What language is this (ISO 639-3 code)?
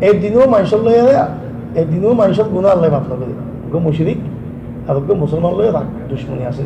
rhg